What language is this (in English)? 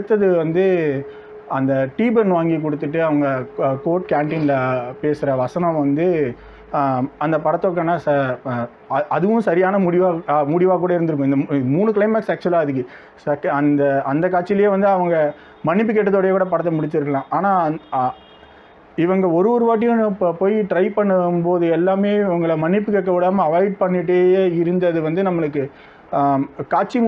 Tamil